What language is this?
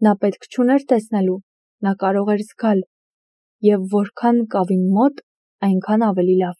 Armenian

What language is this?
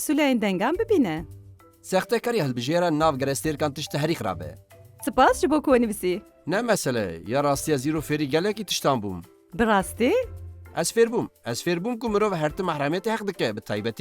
Kurdish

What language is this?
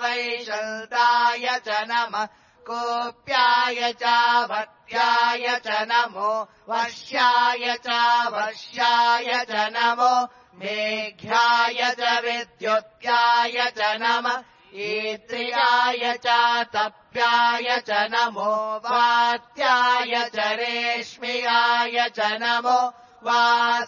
Sanskrit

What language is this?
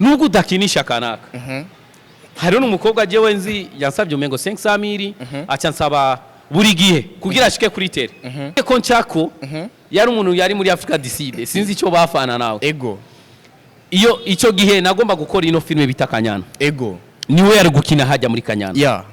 Rundi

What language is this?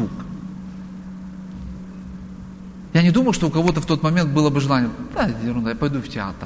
Russian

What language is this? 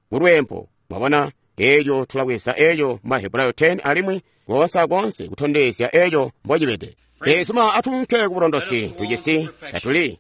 Tonga (Zambia)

